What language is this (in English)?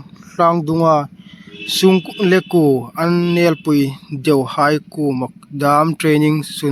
Hmar